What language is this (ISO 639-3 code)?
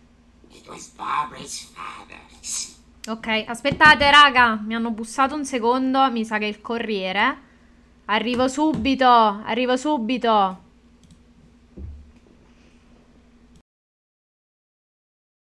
ita